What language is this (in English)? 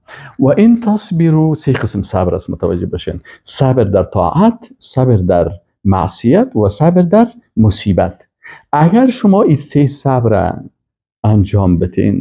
Persian